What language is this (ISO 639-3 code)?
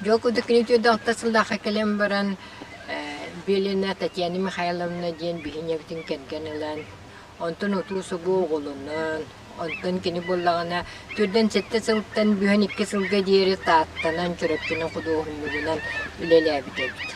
sah